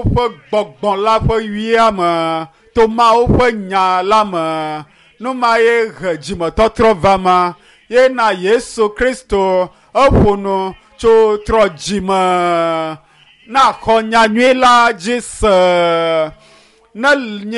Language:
Ewe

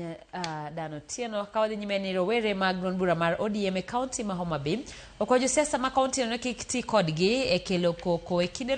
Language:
Luo (Kenya and Tanzania)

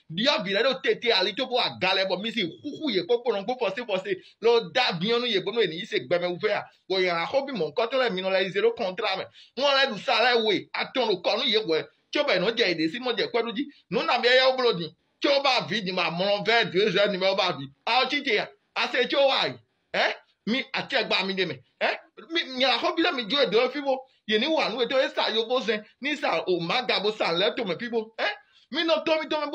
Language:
Fon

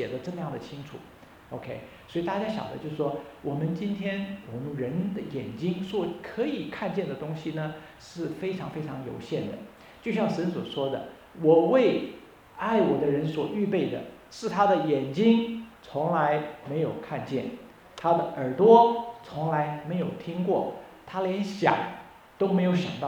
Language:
Chinese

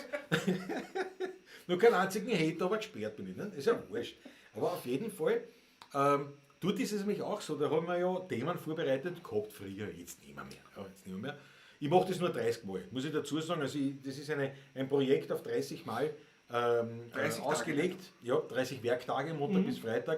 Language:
Bavarian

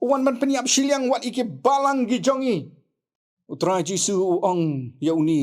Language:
Khasi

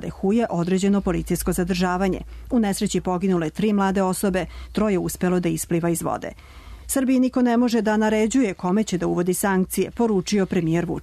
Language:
Serbian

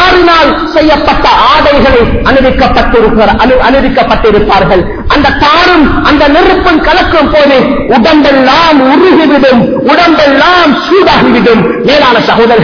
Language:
Tamil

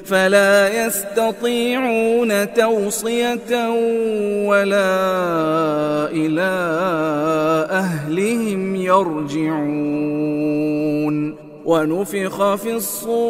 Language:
Arabic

